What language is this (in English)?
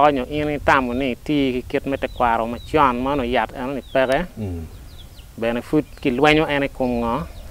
Acoli